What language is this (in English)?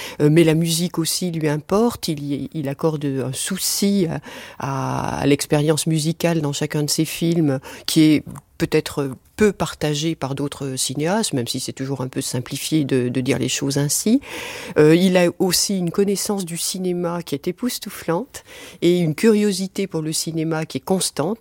French